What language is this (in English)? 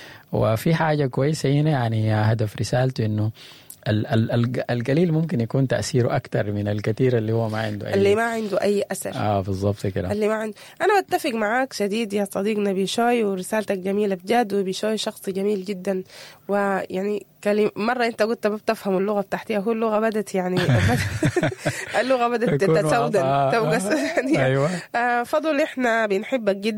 Sudanese Arabic